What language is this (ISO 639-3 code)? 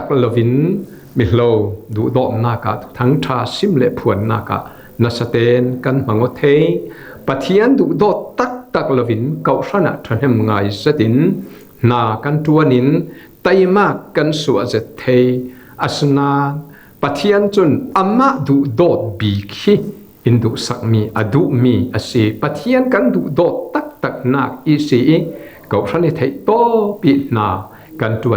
cfm